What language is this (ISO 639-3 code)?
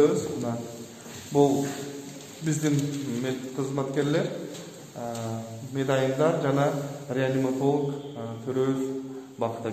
kir